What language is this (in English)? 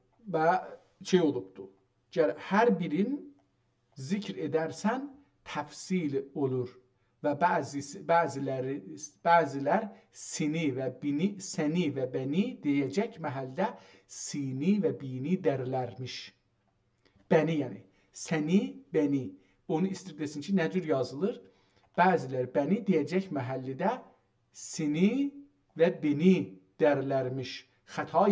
South Azerbaijani